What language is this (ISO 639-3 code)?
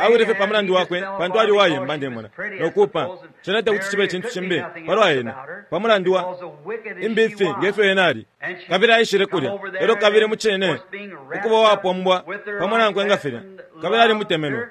bem